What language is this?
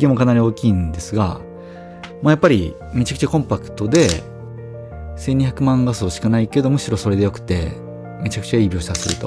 Japanese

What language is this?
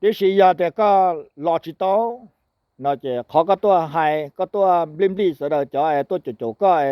Hmong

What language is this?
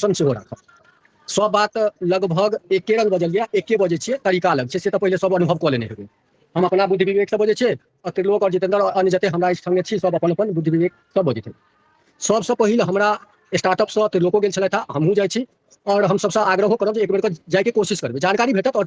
Maithili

